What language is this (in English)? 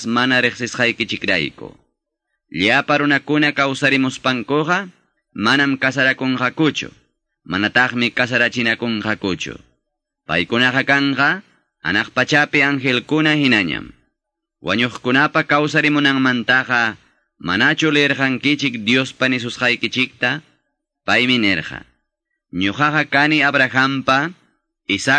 Quechua